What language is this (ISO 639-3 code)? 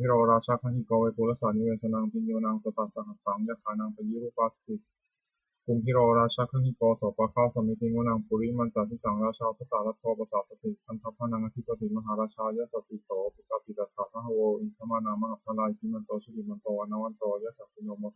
pli